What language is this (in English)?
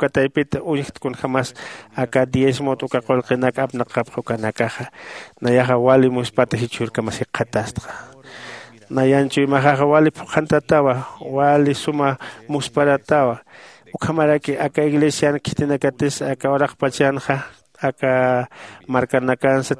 Aymara